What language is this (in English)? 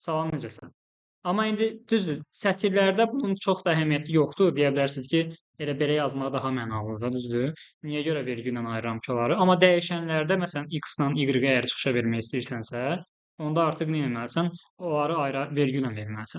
Azerbaijani